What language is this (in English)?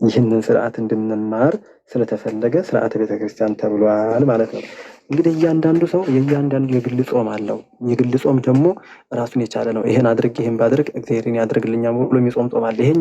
Amharic